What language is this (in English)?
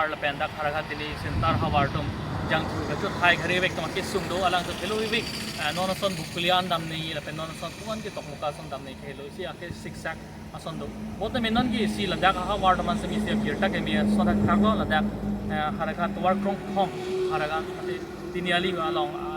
Karbi